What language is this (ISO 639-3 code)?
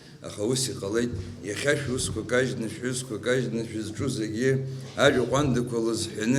abk